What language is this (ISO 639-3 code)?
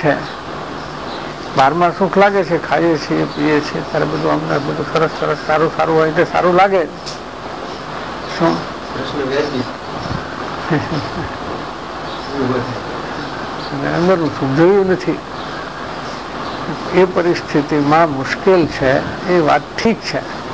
guj